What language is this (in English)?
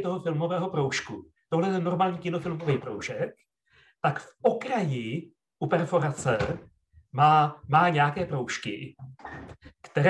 Czech